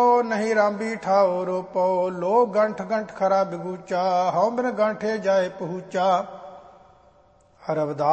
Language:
Punjabi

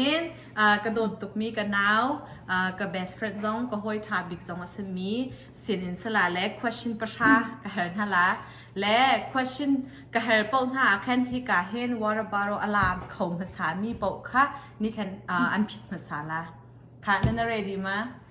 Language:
Hakha Chin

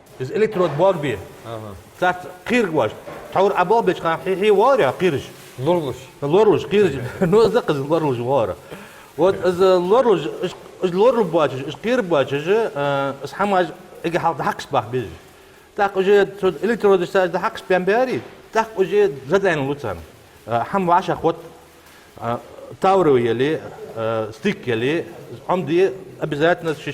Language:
Ingush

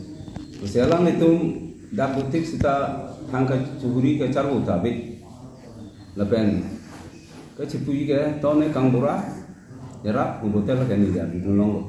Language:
Karbi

